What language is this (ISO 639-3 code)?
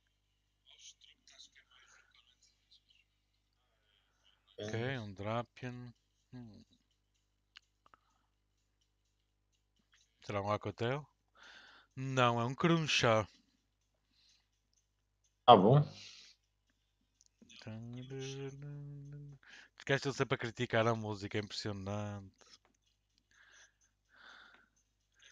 por